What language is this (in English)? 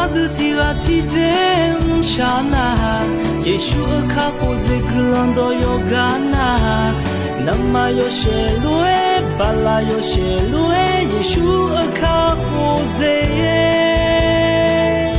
Akha